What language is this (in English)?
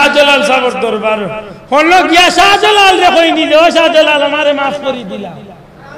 Sylheti